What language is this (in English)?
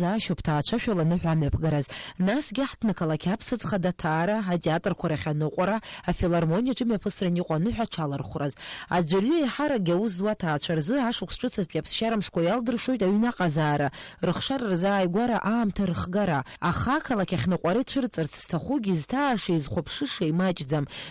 Abkhazian